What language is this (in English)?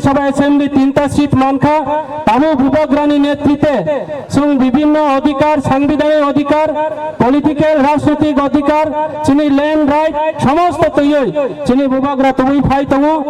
Kok Borok